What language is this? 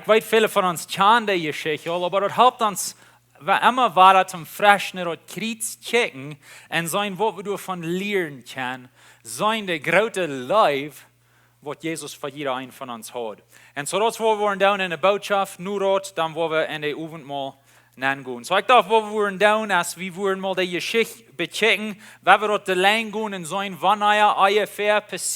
Plautdietsch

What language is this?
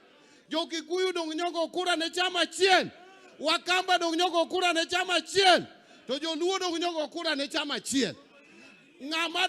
Luo (Kenya and Tanzania)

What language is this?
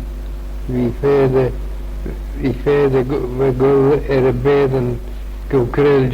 Manx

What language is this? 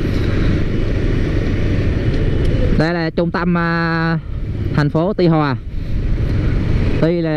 Vietnamese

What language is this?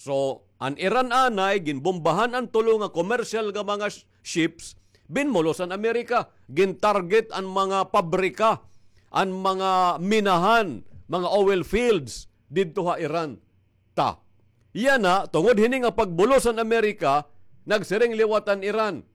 Waray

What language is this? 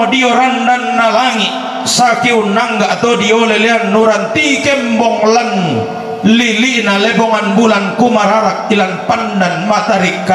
Toraja-Sa'dan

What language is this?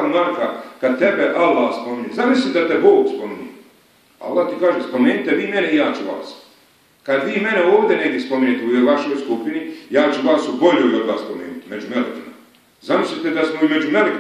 Bosnian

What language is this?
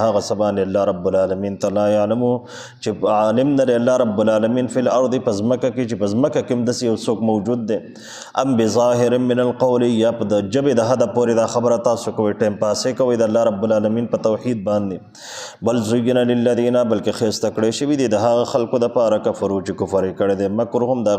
Pashto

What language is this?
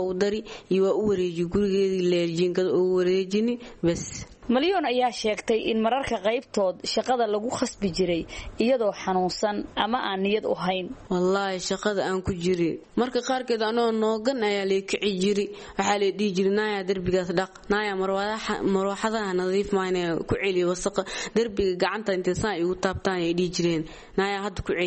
Somali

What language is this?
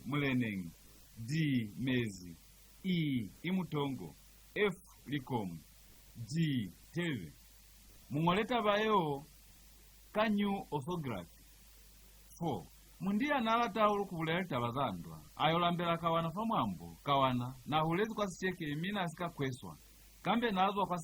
Lozi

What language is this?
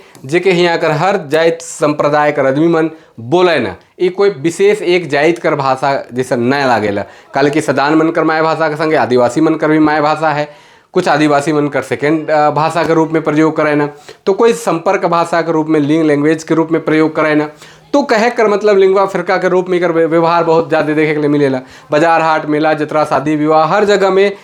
Sadri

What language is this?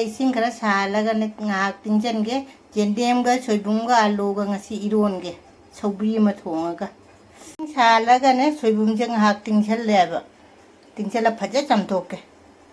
Manipuri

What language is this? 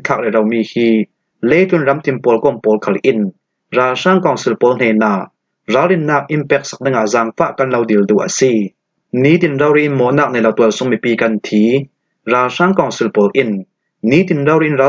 Falam Chin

